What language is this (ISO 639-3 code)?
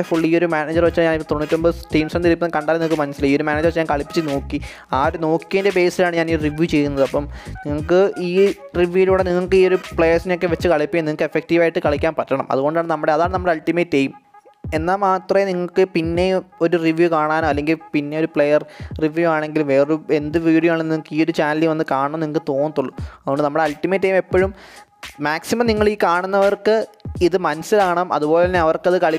mal